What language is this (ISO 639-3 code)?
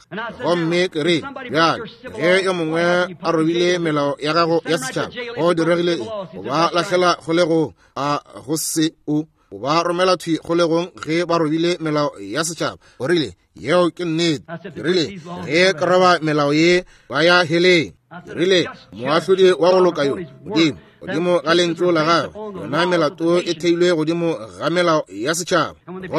nso